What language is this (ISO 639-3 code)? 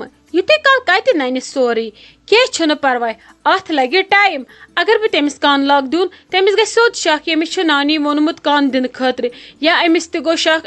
kas